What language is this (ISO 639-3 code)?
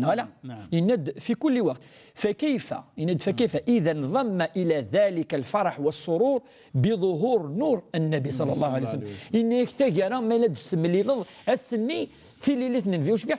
kab